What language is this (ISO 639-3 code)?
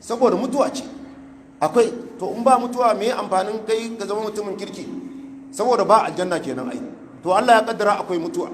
hau